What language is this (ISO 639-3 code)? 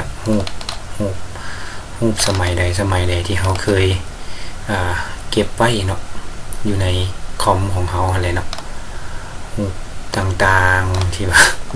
lao